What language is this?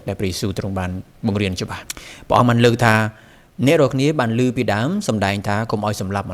Khmer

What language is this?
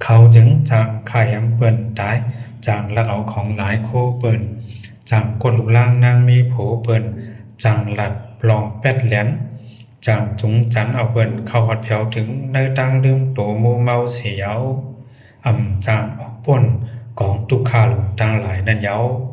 Shan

